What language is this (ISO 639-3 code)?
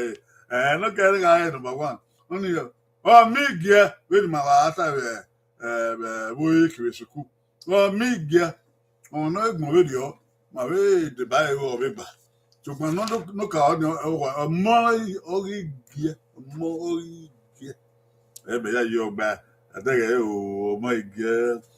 bin